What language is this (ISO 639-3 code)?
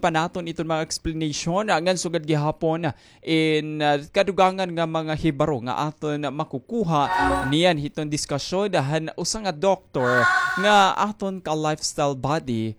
war